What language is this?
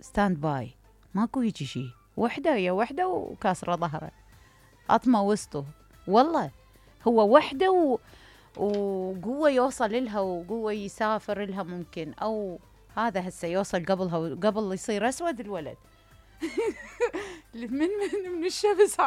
Mesopotamian Arabic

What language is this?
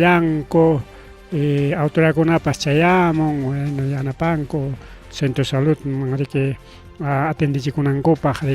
Ayacucho Quechua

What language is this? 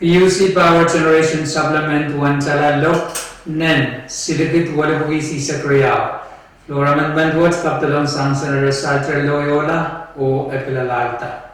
Pohnpeian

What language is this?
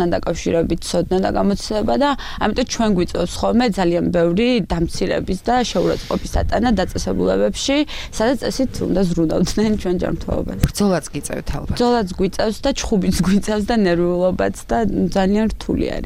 Georgian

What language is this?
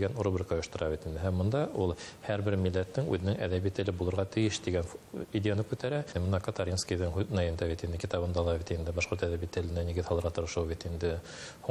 Bashkir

